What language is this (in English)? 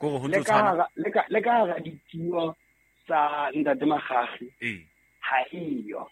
Southern Sotho